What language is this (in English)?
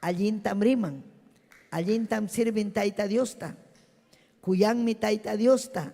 Ayacucho Quechua